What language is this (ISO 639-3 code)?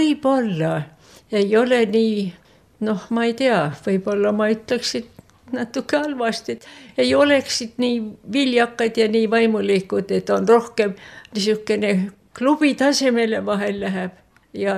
est